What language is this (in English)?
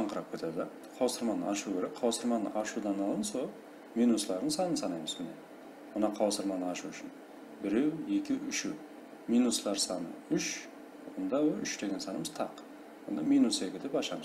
Kara-Kalpak